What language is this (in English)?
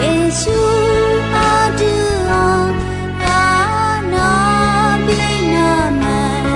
Akha